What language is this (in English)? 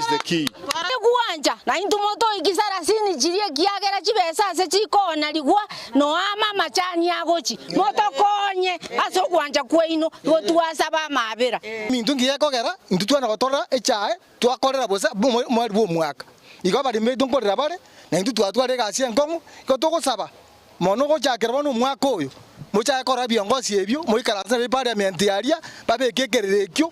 Gusii